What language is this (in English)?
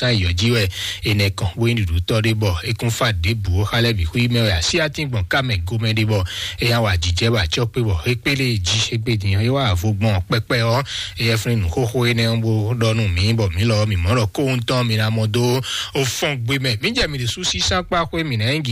Fon